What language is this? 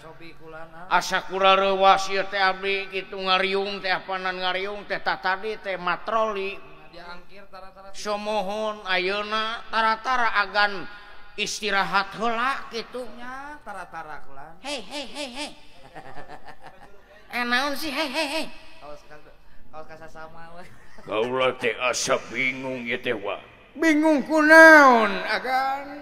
Sundanese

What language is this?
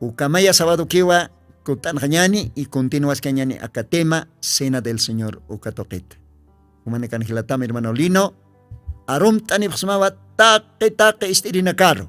Aymara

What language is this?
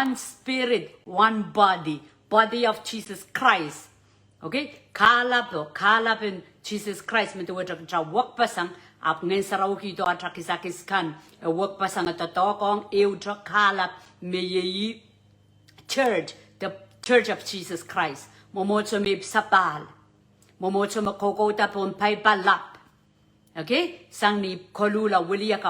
Pohnpeian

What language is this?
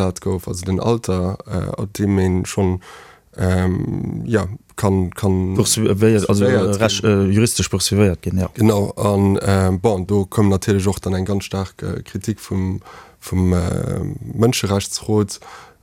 Luxembourgish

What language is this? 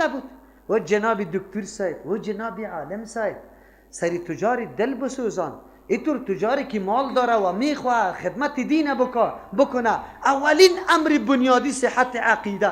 Persian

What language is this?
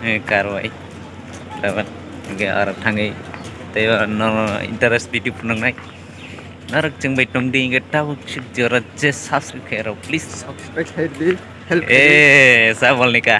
Kok Borok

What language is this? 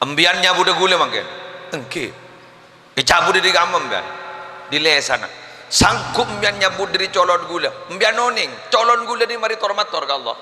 Madurese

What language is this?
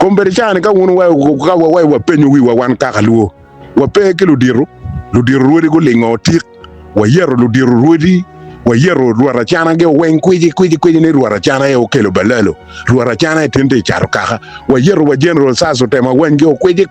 Acoli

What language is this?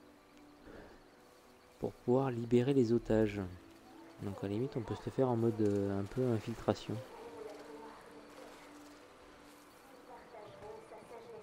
French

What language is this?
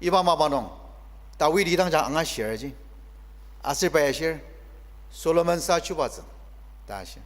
Ao Naga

